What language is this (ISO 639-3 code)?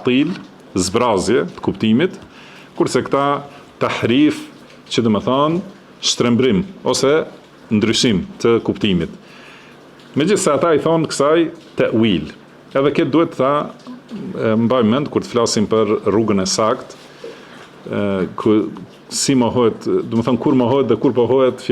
sqi